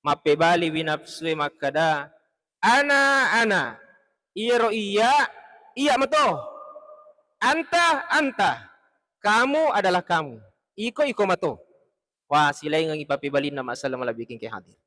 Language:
Buginese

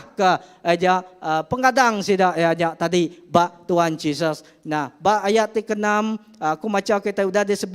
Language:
Iban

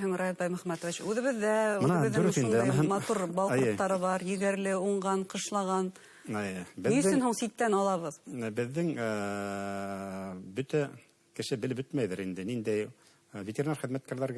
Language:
Bashkir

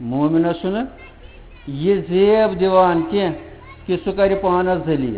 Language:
Kashmiri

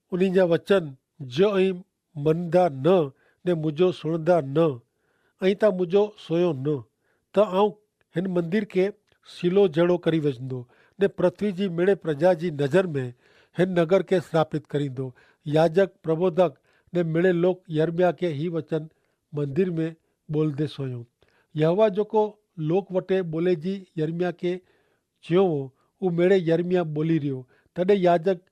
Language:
Kachhi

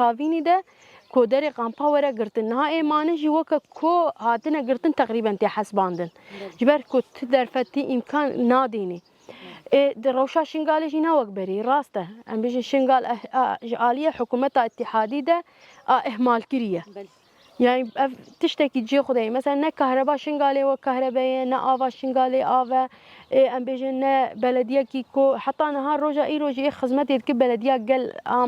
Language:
Kurdish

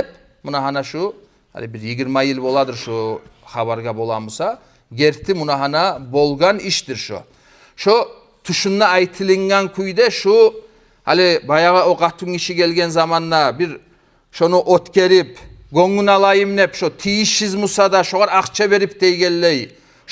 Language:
Kumyk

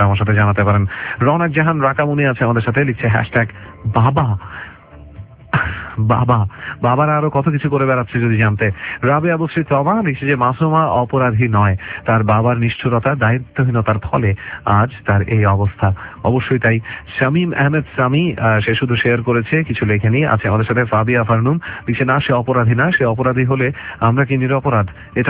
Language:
Bangla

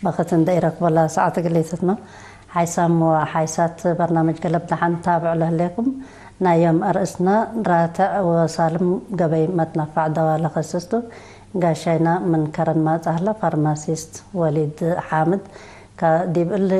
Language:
Tigre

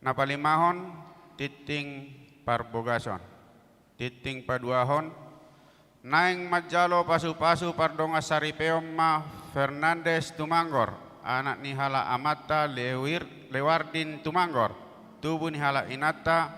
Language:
Batak Toba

